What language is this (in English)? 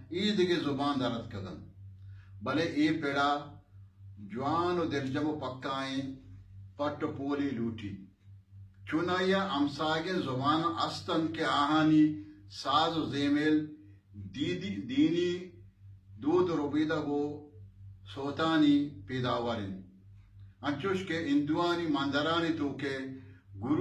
Baluchi